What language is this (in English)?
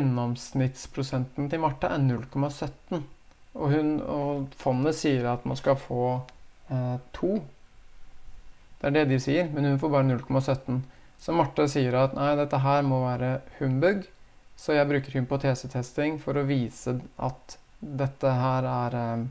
Norwegian